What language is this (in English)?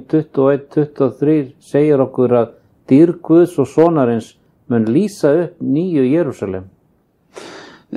Icelandic